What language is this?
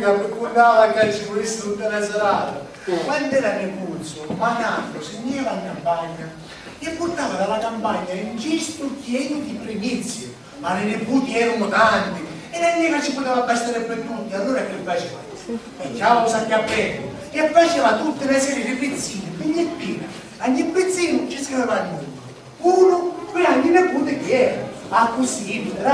Sicilian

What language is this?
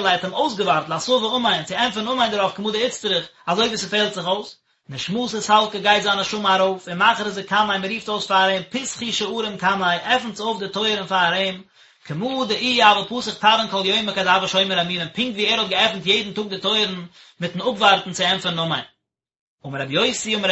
Yiddish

